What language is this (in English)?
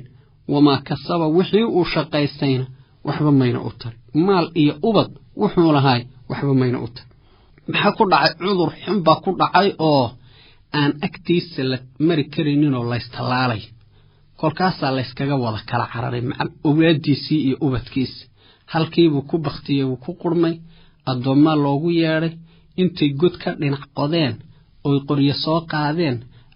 Somali